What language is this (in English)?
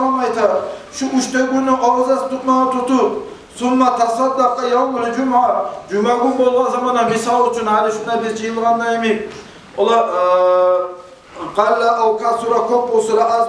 Kumyk